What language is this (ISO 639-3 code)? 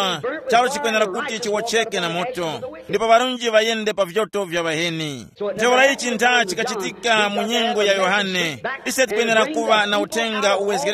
tum